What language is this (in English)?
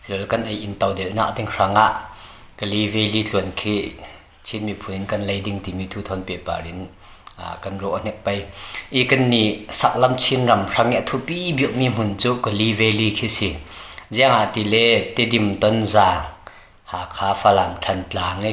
Hakha Chin